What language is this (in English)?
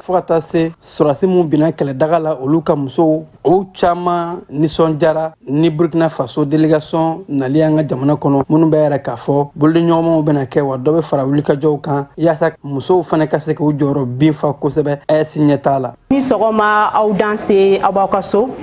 Bambara